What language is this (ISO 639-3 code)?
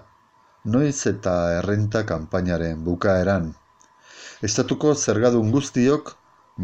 eus